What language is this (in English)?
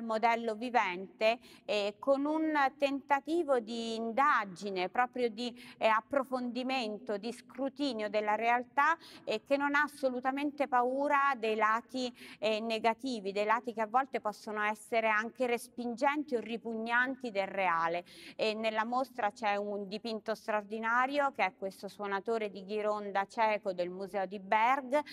Italian